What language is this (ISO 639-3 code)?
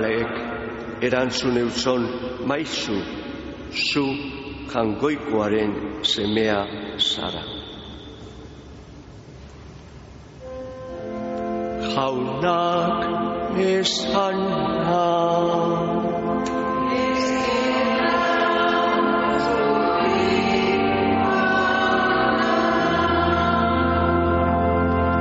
eus